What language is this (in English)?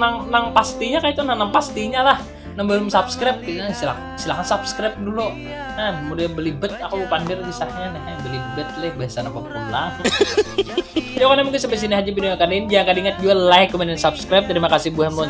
Banjar